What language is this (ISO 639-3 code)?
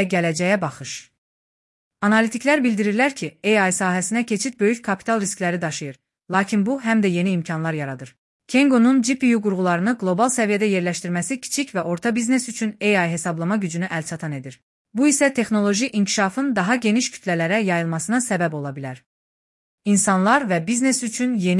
aze